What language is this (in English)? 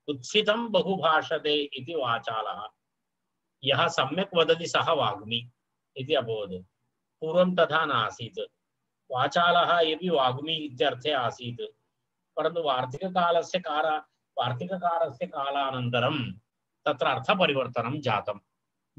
Sanskrit